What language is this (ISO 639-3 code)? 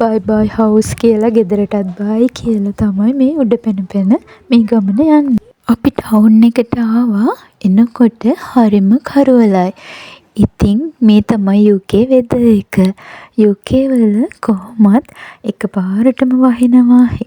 sin